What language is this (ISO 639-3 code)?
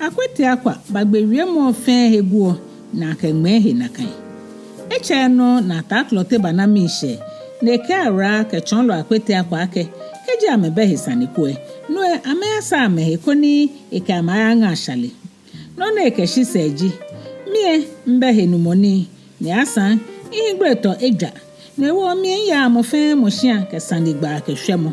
gaa